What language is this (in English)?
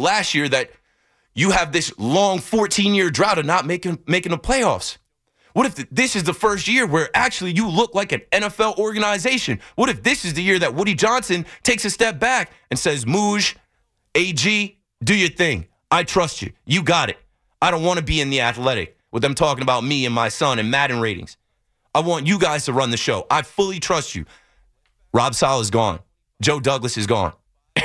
English